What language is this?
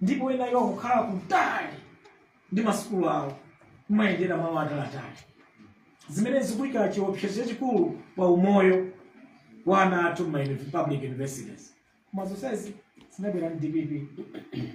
Nyanja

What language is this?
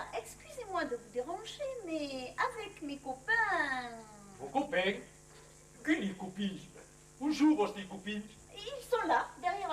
Occitan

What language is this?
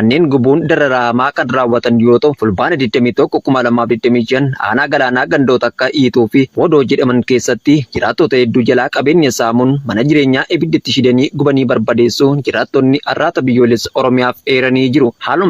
Oromo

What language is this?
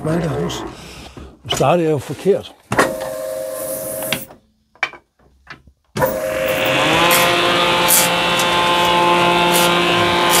Danish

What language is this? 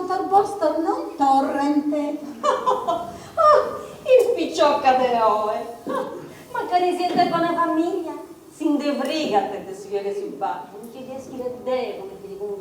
Sardinian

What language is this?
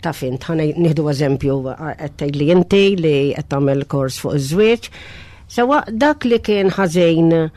Maltese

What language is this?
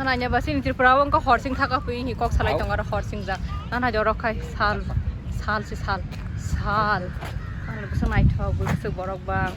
Kok Borok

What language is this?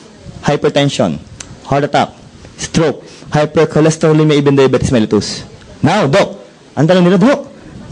Filipino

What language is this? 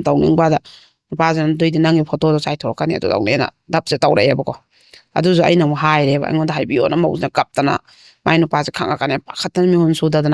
Manipuri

